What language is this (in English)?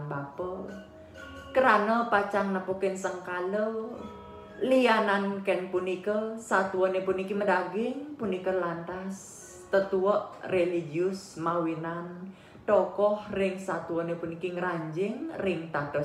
Balinese